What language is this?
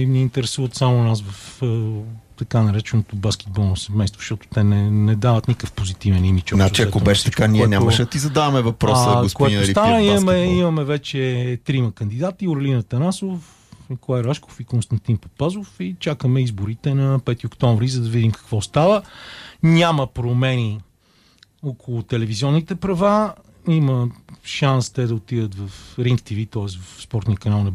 Bulgarian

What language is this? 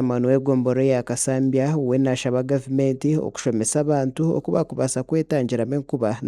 Nyankole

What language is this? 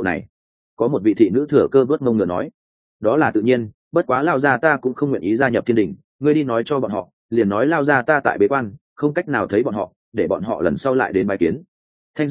Vietnamese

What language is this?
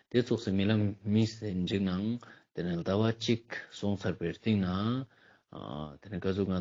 Ladakhi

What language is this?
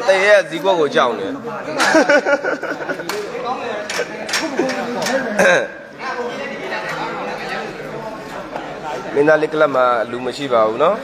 Burmese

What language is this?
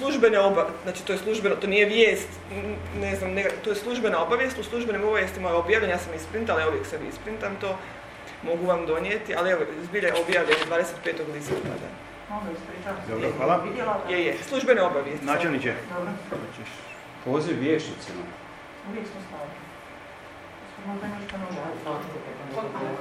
Croatian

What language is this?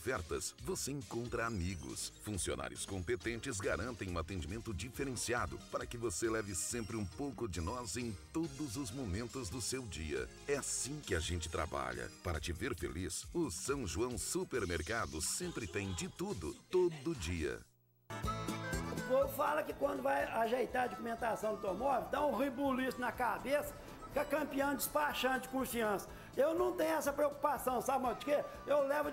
Portuguese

